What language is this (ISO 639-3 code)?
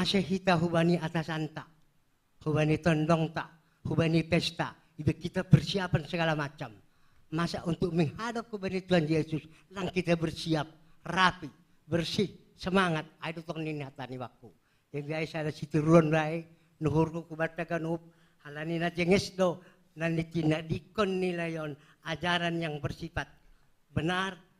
bts